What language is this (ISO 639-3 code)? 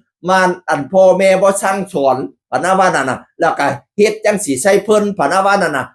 tts